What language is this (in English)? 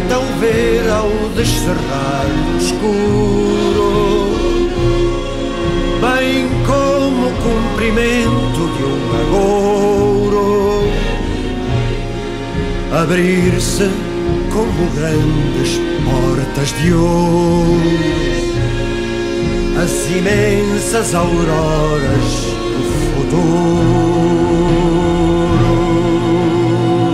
Portuguese